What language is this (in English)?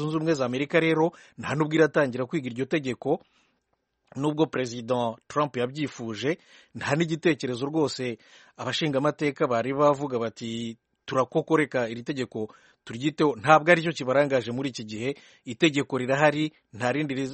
Kinyarwanda